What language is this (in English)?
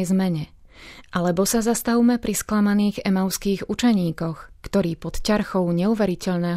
Slovak